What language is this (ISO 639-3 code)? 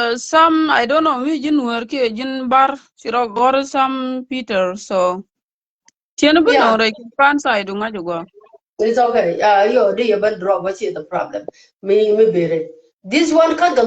nus